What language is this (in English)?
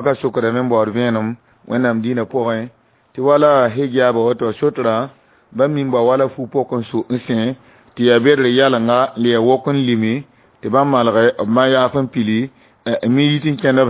Mossi